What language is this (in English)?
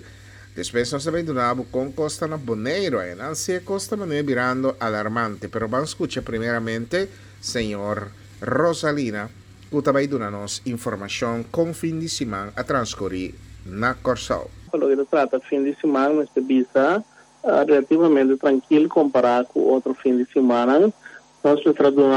Papiamento